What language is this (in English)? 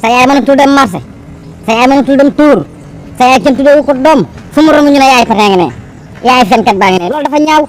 Wolof